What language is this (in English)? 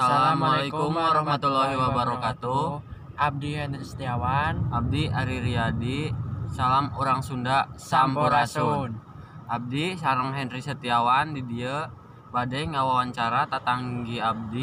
Sundanese